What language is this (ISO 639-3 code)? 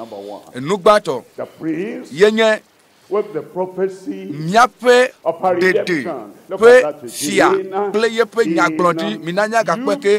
ewe